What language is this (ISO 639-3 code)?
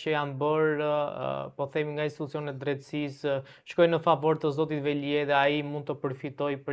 sqi